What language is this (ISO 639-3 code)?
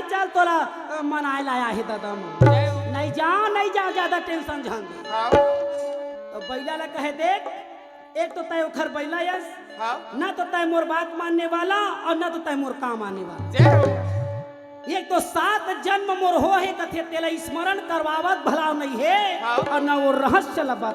hne